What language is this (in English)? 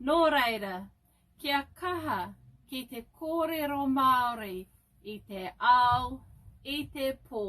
Māori